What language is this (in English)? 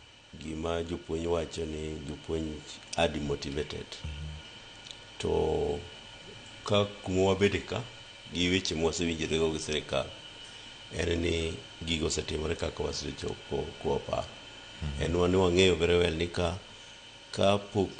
Luo (Kenya and Tanzania)